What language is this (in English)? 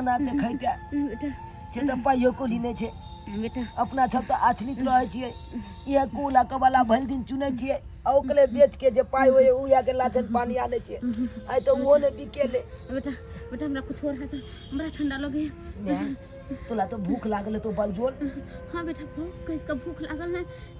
Maithili